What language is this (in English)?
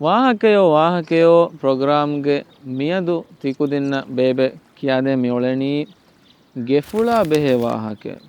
Divehi